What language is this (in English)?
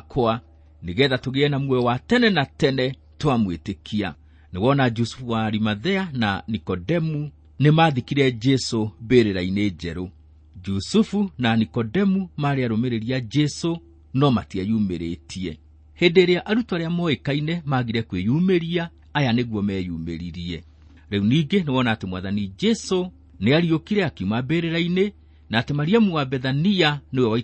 Kikuyu